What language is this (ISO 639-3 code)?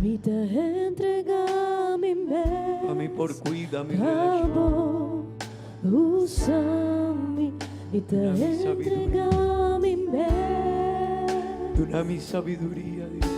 pap